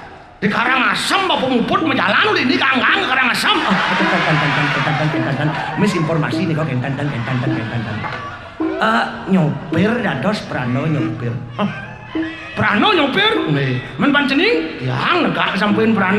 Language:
Balinese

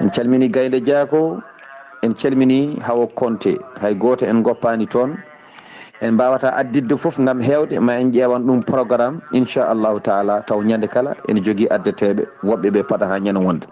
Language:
Fula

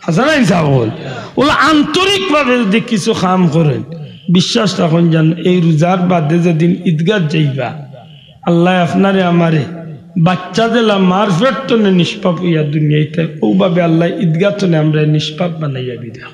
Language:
Sylheti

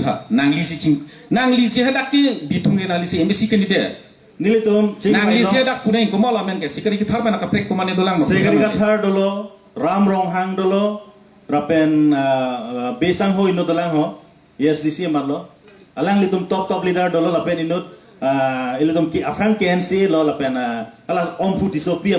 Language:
Karbi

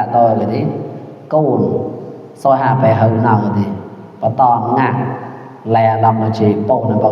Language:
Mon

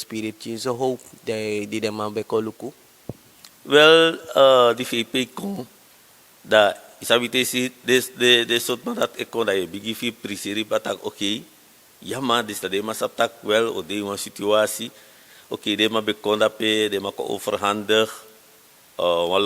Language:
Sranan Tongo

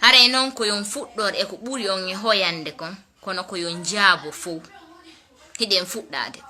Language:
Fula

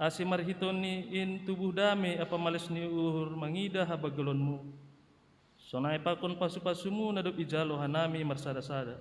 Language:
Batak Simalungun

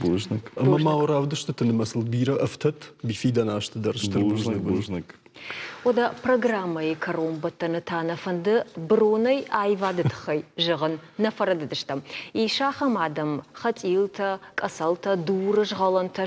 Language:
Ossetic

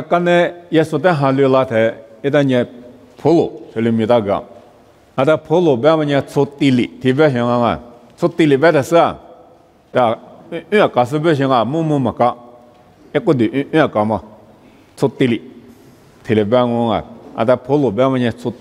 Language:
Lisu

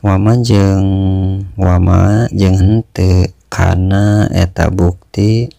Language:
Sundanese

